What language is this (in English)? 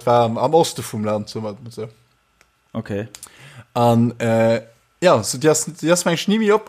Luxembourgish